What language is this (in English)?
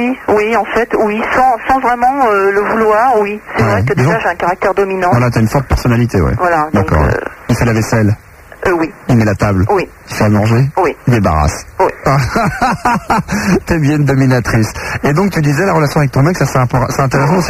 French